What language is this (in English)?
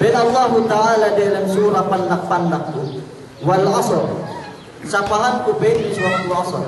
Yakan